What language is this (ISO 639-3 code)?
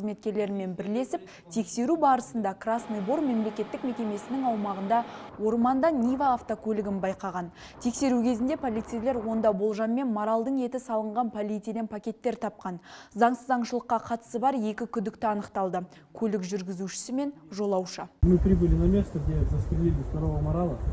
kaz